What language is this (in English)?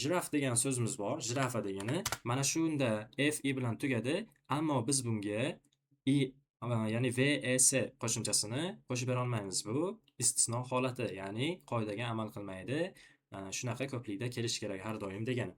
Uzbek